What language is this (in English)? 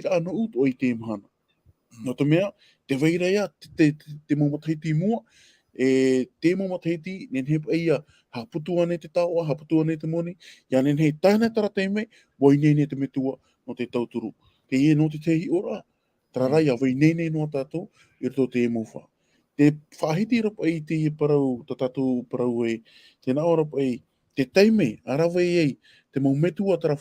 Tahitian